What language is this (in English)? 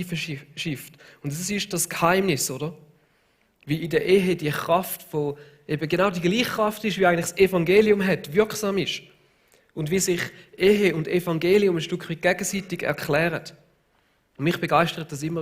Swiss German